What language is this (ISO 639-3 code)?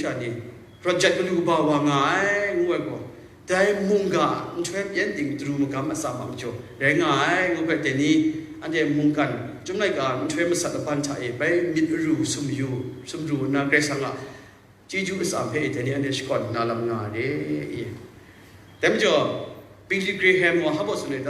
kac